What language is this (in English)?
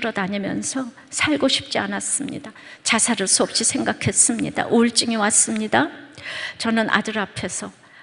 Korean